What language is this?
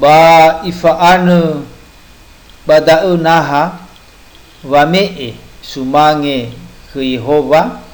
Nias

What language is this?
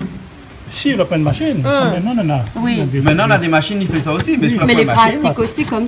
Réunion Creole French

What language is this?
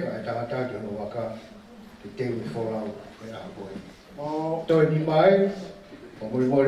Tongan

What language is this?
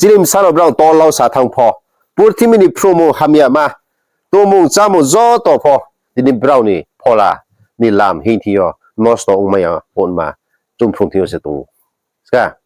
Riang (India)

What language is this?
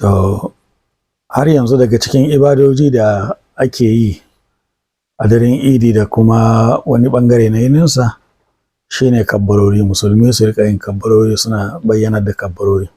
Hausa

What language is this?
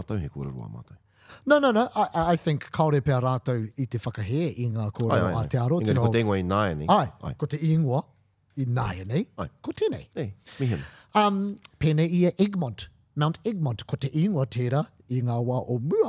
Māori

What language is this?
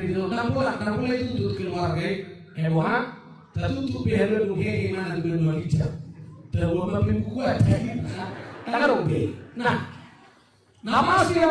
Batak Toba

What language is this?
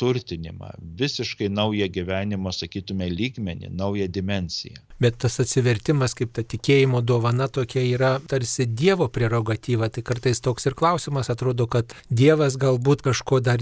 Lithuanian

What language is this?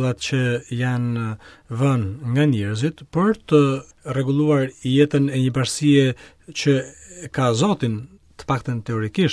Albanian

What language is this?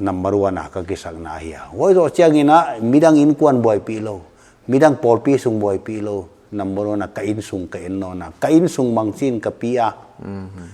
Paite Chin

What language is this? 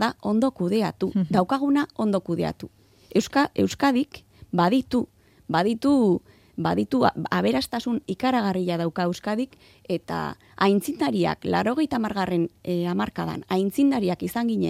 Basque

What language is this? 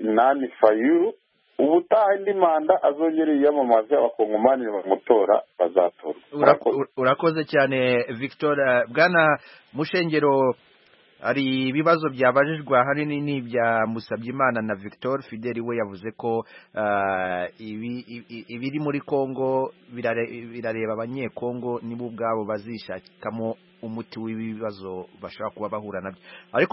Kinyarwanda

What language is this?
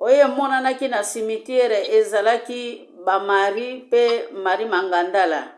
Lingala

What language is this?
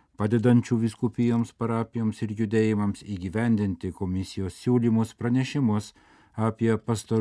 Lithuanian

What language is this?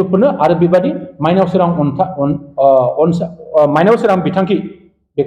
Bodo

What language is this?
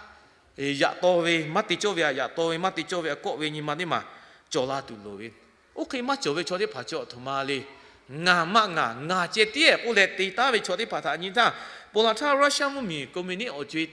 Lahu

